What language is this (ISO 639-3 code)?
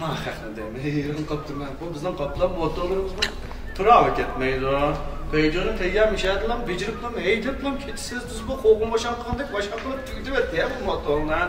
uig